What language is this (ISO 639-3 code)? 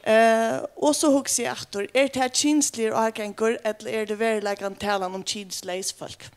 fao